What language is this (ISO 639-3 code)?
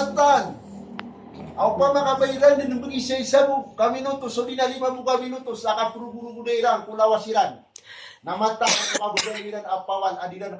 mrw